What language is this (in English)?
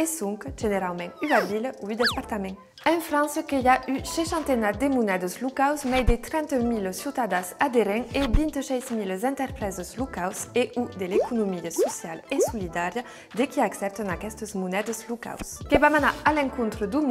Occitan